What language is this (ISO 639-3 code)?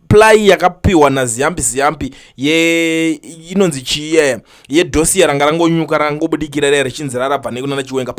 sna